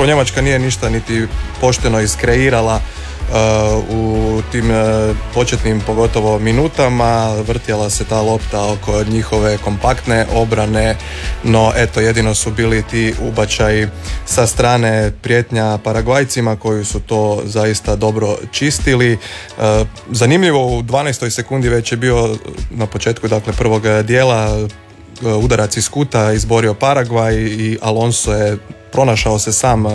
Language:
Croatian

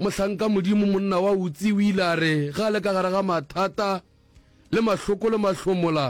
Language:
Northern Sotho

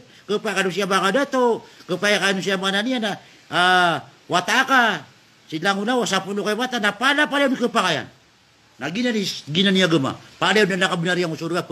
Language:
Maranao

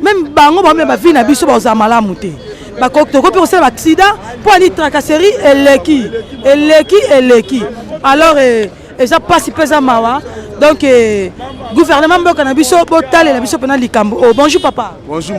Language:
Lingala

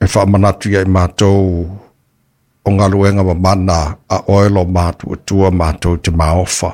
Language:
Samoan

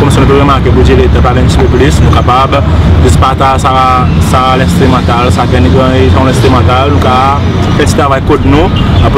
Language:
Seselwa Creole French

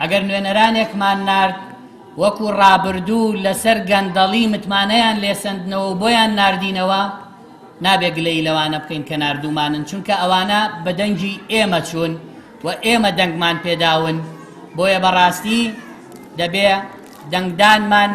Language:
Central Kurdish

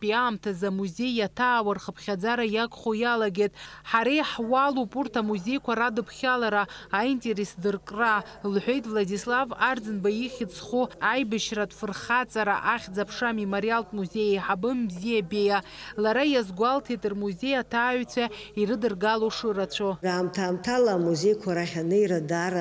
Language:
Abkhazian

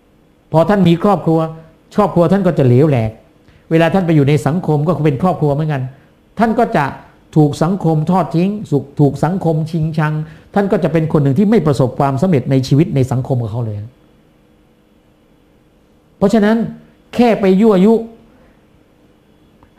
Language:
Thai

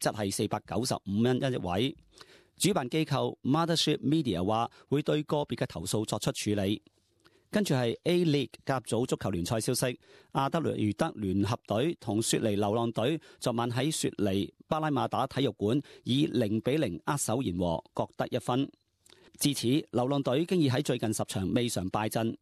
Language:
Cantonese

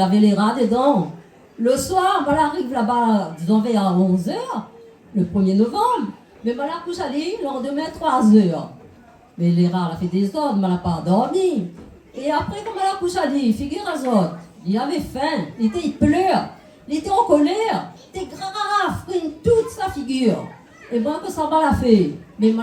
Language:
Réunion Creole French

